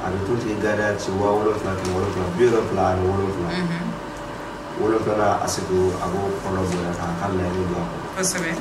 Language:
Bambara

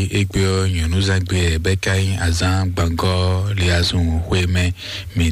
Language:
Fon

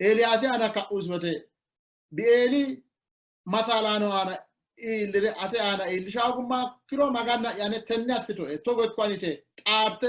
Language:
Sidamo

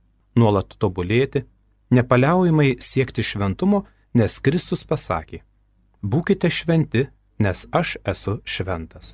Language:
Lithuanian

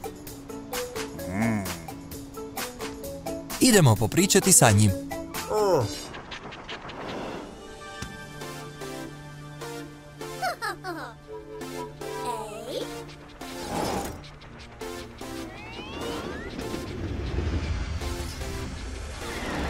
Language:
Croatian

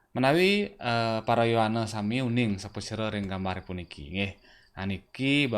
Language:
Balinese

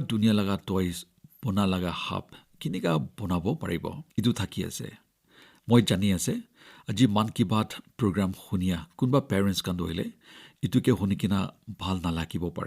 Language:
Naga Pidgin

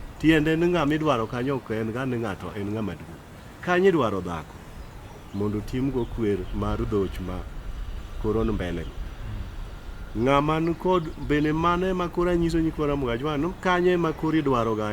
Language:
Luo (Kenya and Tanzania)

